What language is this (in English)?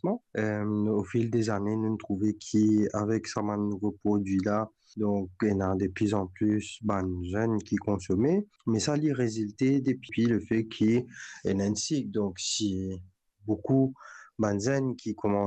Morisyen